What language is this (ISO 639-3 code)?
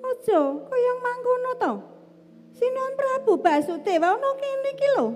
jav